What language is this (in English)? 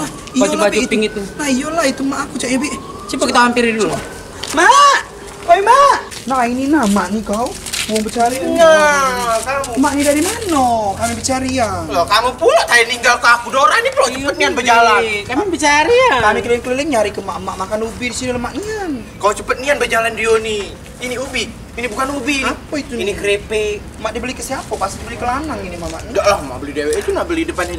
Musi